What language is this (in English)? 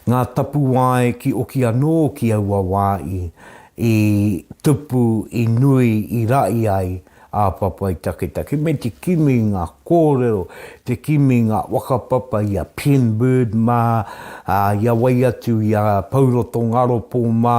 Māori